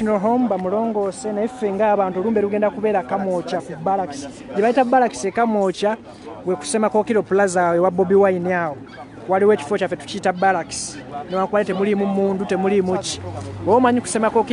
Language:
Ganda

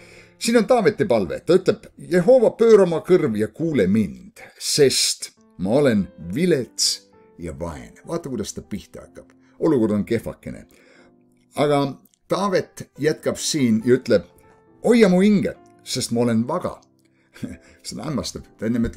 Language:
Estonian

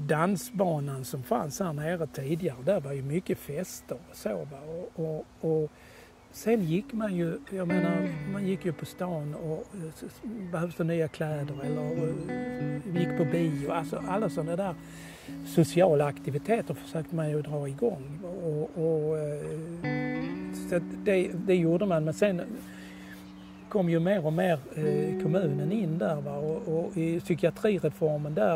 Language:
Swedish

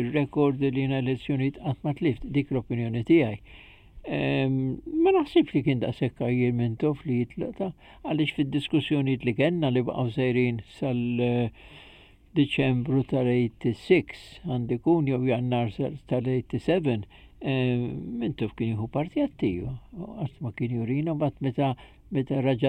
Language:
Maltese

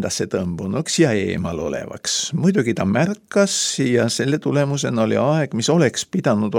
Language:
Estonian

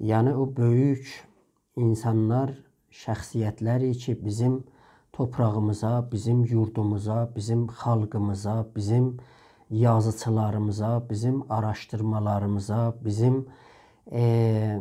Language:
South Azerbaijani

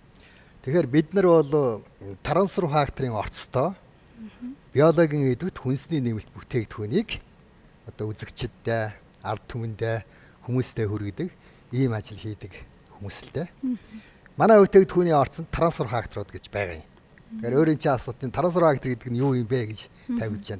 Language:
Mongolian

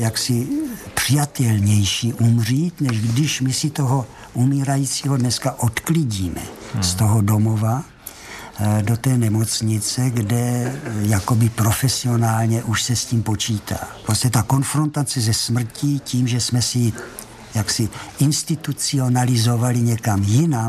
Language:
Czech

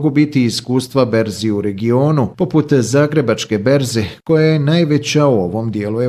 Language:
Bosnian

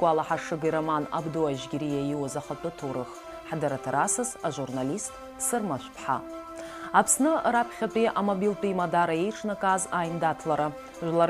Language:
Abkhazian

